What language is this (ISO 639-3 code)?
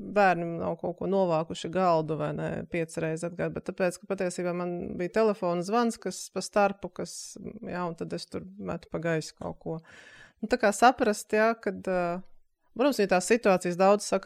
lav